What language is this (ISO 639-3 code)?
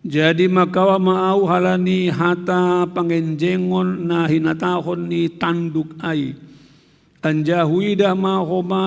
bts